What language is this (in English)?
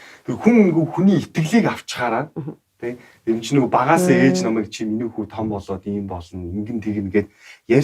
Mongolian